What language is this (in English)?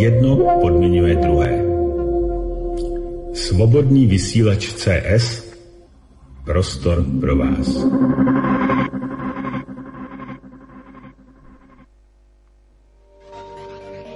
Czech